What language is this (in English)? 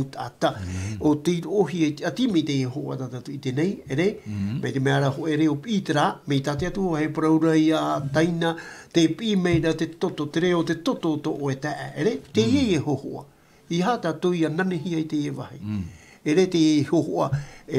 Tahitian